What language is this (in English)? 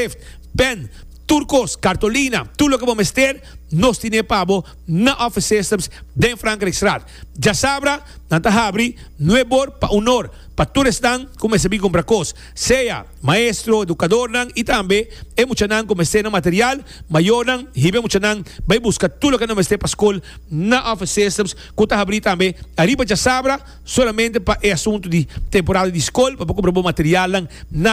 Papiamento